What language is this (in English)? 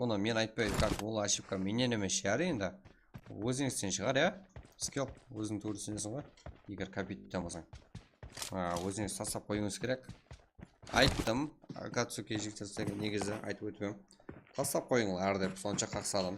Kara-Kalpak